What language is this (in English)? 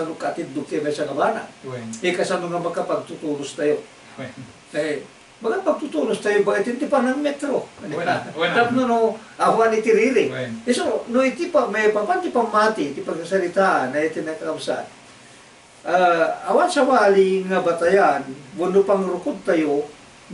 Iloko